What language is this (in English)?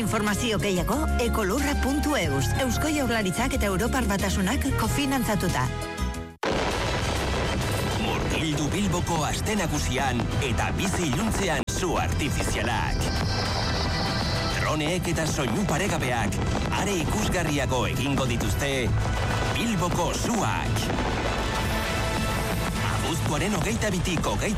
Basque